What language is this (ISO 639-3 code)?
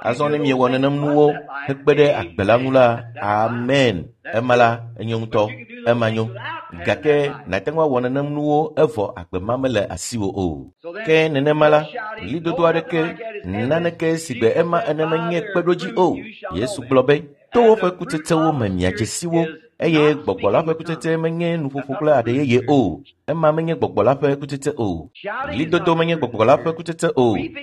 ewe